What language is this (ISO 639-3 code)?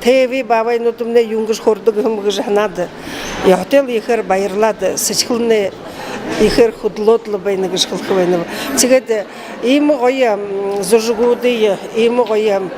bua